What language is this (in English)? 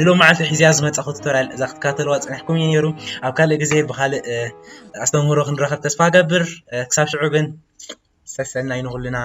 Tigrinya